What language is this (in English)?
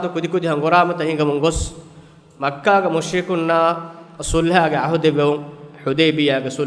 Divehi